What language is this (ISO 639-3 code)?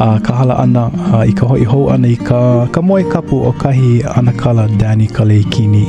haw